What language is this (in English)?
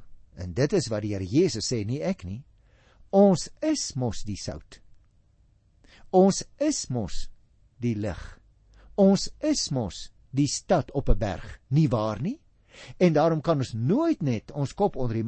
Afrikaans